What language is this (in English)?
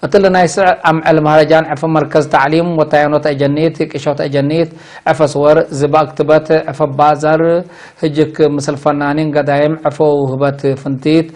Tigre